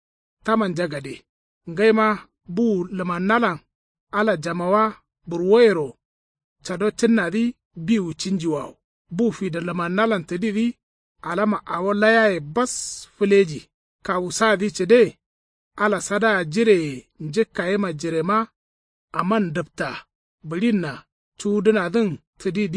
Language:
Kanuri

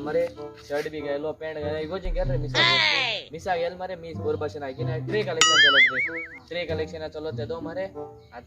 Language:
Konkani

